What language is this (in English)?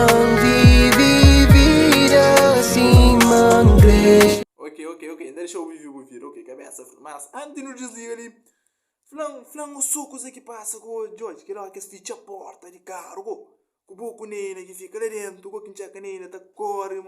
Kabuverdianu